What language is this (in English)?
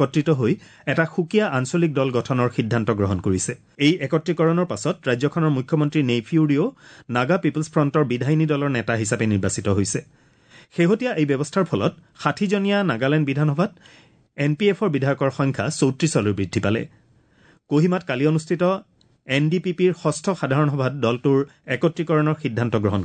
Assamese